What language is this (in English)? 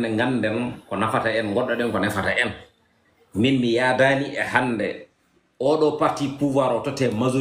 Fula